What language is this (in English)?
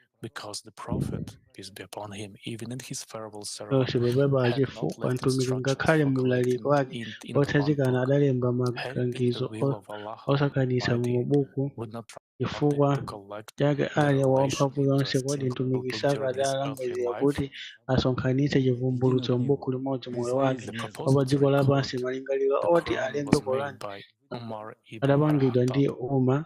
Nyanja